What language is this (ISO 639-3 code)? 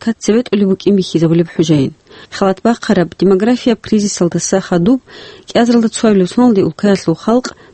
ava